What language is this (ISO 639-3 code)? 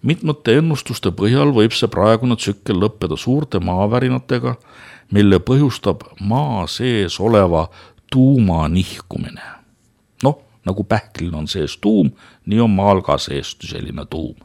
est